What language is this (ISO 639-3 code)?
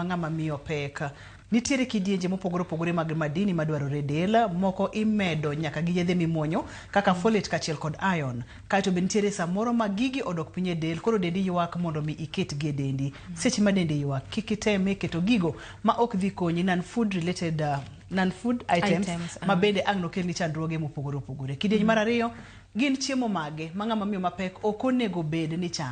luo